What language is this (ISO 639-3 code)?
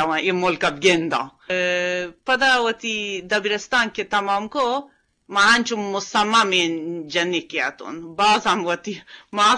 bgp